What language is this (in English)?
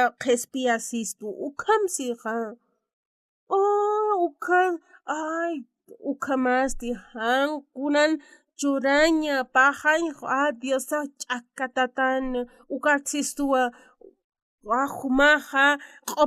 Aymara